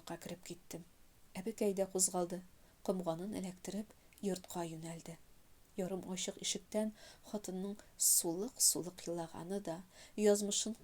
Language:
Tatar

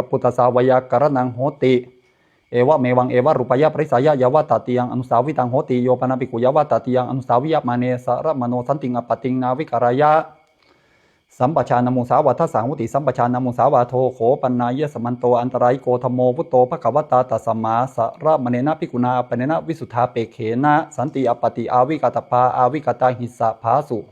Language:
Pali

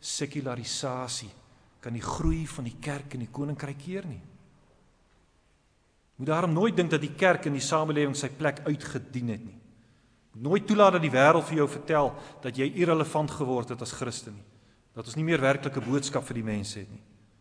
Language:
Afrikaans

